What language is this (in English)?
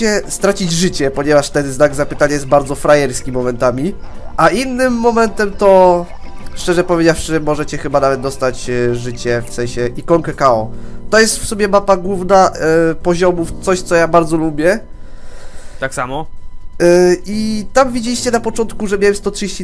Polish